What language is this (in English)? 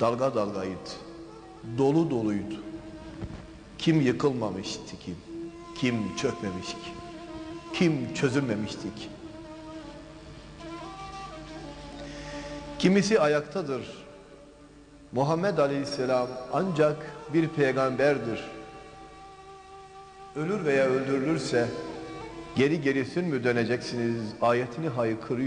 Turkish